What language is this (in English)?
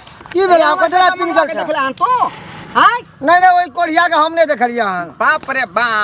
Maithili